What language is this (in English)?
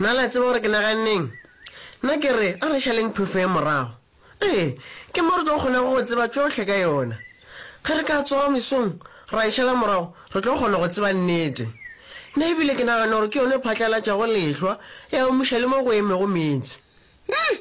Northern Sotho